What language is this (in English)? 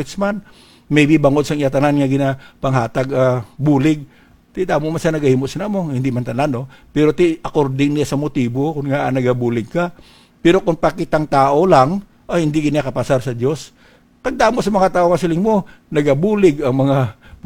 Hiligaynon